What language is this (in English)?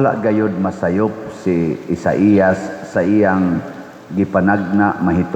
Cebuano